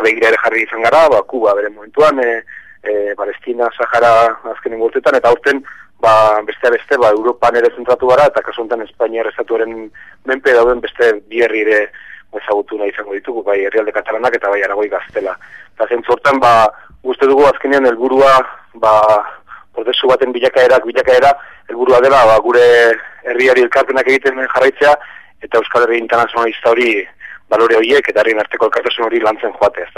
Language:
Basque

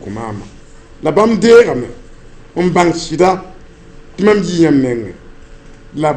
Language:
Mossi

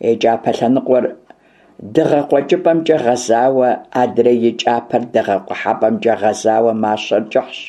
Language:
Kabardian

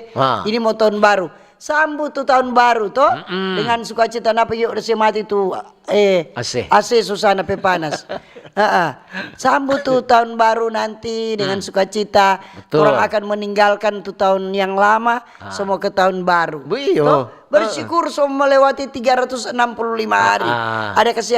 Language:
Manado Malay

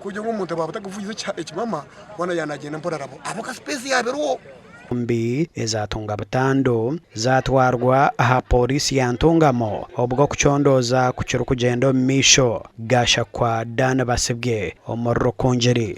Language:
Nyankole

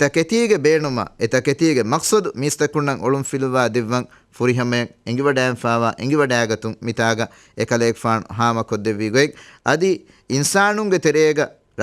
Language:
Divehi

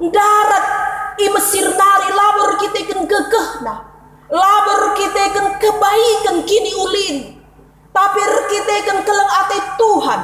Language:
Batak Karo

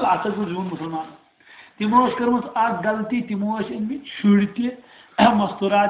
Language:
Kashmiri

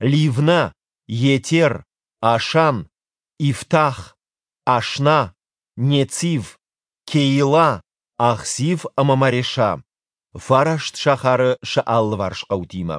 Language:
Ossetic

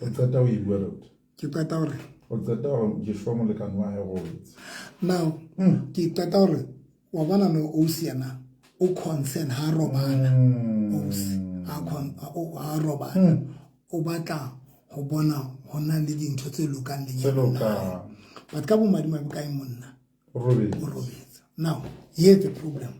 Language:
Southern Sotho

